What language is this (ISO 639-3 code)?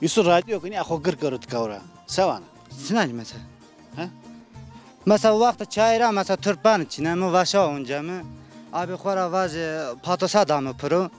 zza